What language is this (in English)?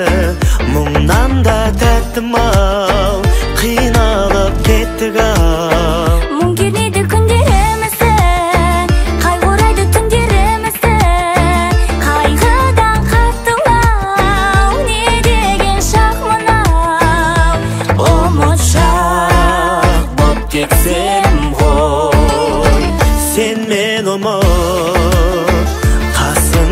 Kazakh